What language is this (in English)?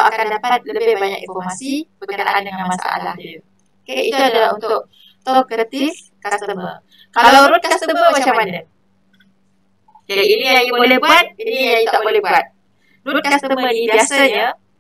Malay